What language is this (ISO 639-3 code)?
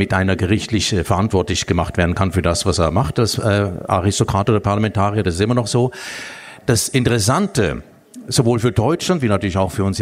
deu